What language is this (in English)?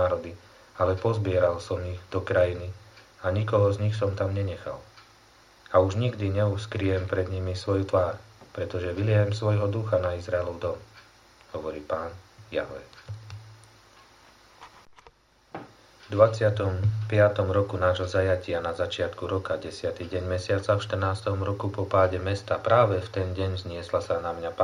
Slovak